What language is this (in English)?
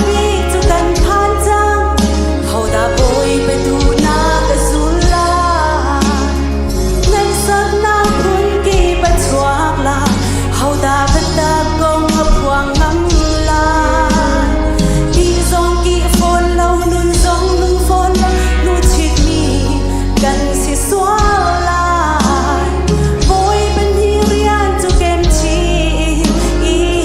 Hakha Chin